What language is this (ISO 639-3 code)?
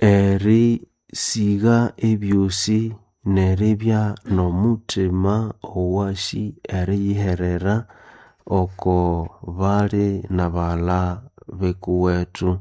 nnb